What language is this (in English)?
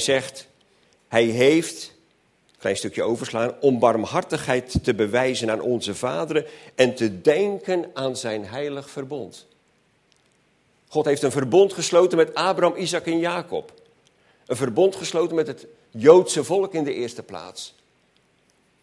Dutch